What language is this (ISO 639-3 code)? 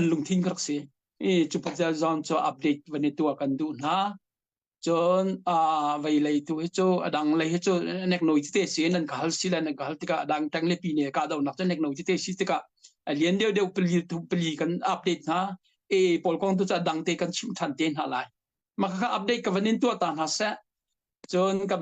cnh